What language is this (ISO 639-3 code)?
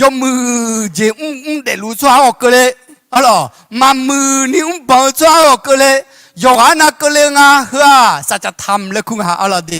ahk